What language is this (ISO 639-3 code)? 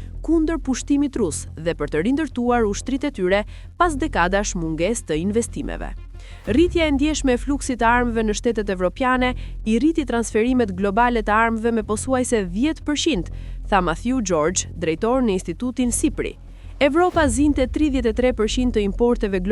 sqi